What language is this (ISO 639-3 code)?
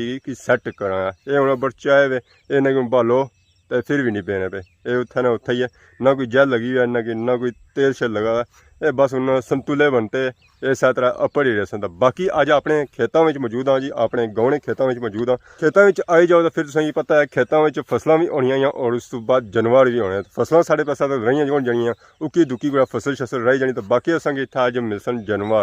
phr